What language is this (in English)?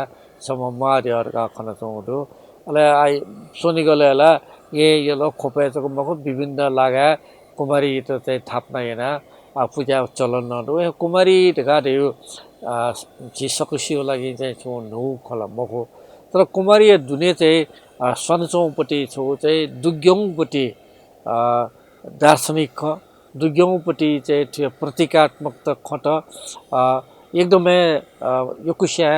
Newari